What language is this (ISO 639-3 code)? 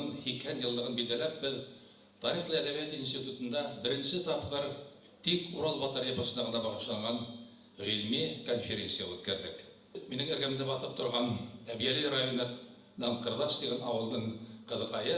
bak